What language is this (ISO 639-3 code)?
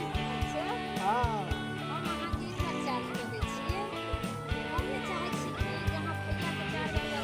mai